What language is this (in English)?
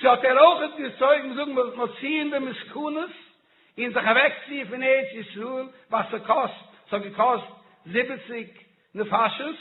Yiddish